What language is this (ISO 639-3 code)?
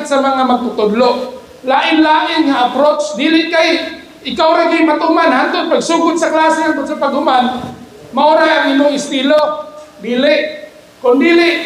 ceb